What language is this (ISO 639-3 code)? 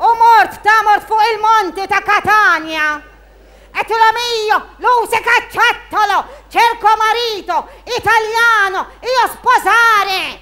mlt